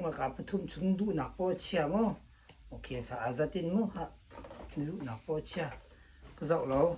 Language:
Hakha Chin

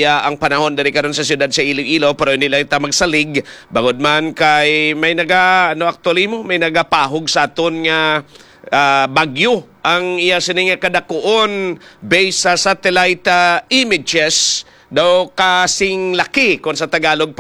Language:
Hiligaynon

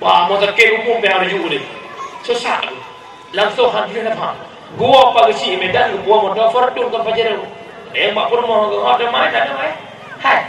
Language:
Achinese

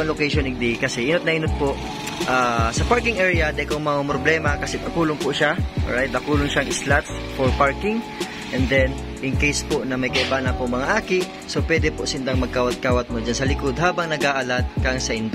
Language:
Bikol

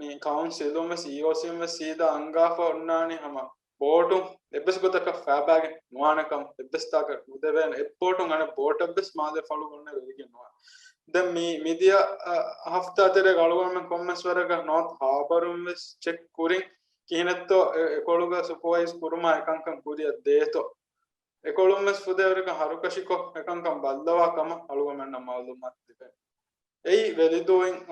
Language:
Divehi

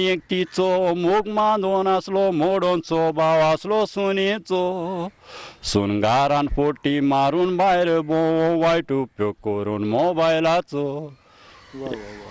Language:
Konkani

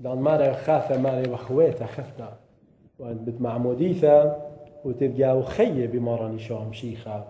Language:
Assyrian Neo-Aramaic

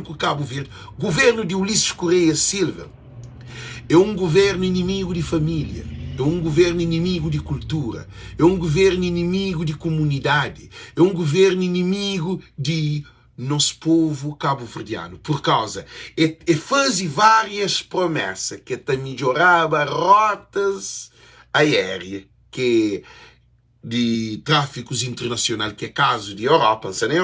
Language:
Kabuverdianu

